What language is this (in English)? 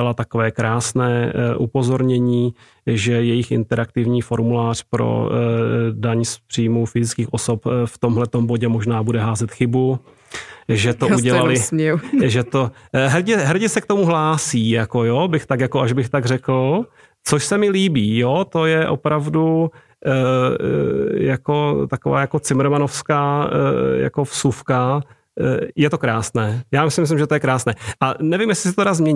Czech